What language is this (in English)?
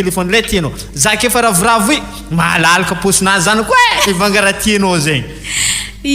Malagasy